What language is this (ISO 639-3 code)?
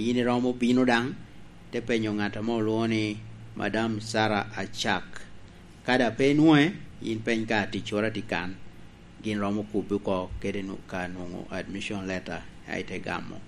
laj